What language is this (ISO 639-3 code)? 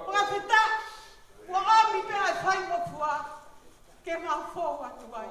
ton